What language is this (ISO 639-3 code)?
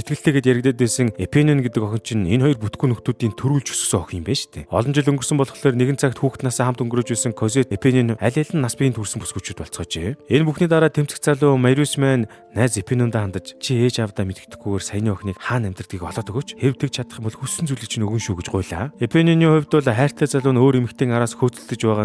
mon